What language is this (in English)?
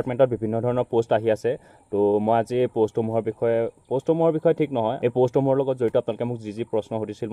Assamese